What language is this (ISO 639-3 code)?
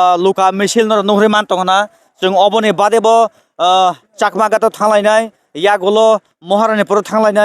trp